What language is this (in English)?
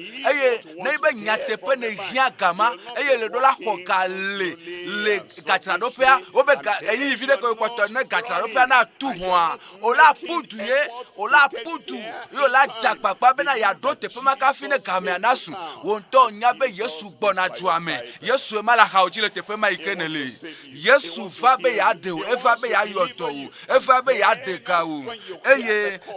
Ewe